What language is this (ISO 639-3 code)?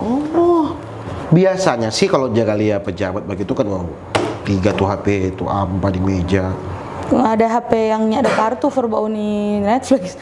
xmm